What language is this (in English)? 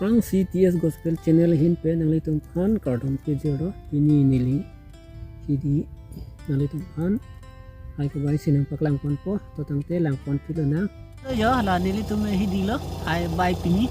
Karbi